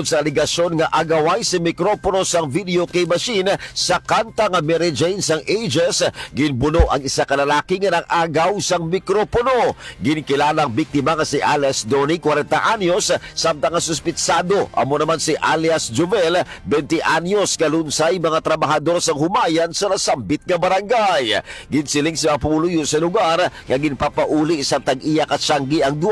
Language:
Hiligaynon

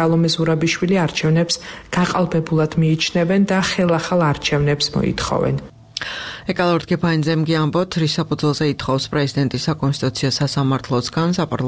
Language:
Georgian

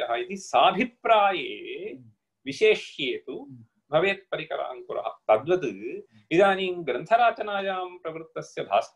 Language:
Sanskrit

